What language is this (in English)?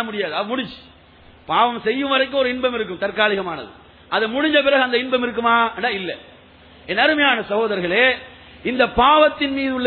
Tamil